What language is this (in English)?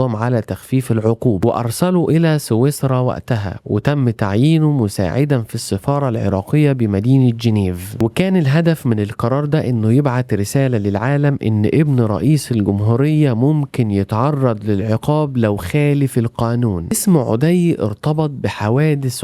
Egyptian Arabic